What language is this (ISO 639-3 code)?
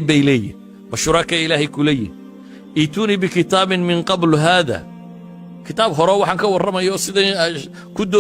som